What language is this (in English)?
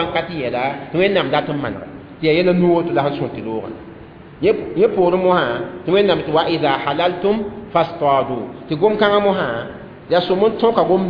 Mossi